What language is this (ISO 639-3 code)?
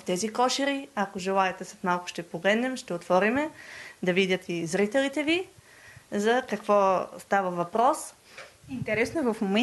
bul